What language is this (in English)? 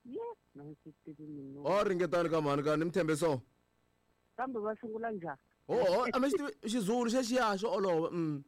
Tsonga